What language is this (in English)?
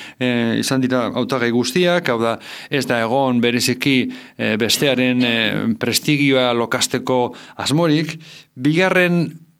Basque